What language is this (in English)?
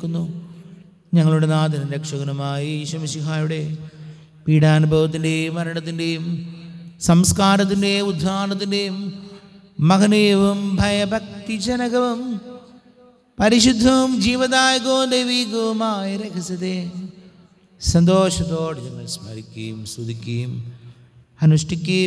Malayalam